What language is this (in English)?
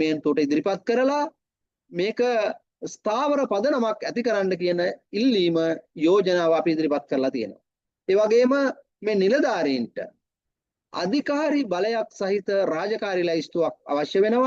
Sinhala